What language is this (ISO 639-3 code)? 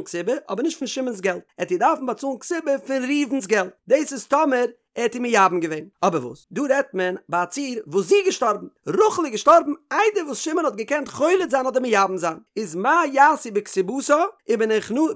yid